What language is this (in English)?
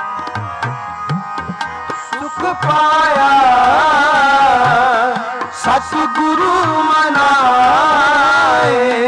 Punjabi